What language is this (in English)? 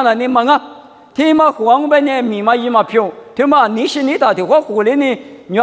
Lisu